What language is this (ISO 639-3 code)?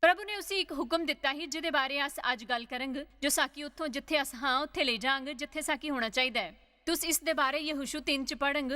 doi